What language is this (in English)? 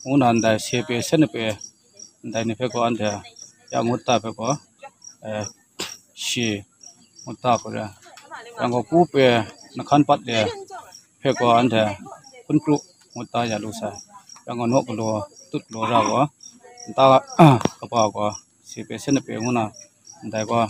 Kachin